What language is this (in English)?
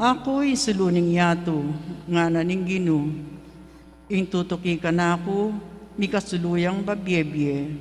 Pampanga